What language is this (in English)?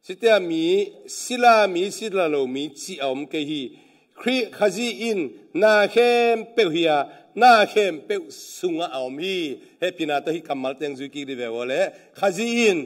Tedim Chin